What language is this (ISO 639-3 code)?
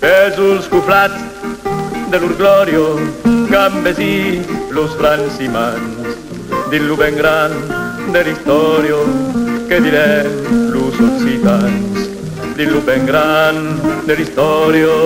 oci